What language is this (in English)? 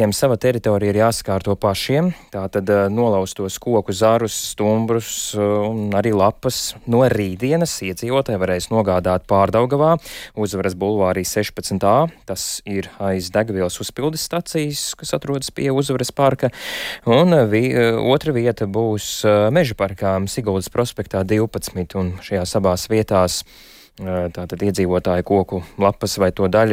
Latvian